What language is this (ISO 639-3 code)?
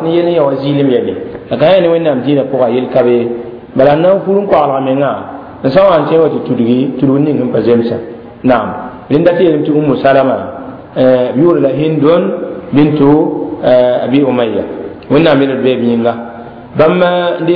mos